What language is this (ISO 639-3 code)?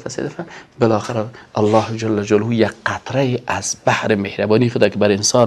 fas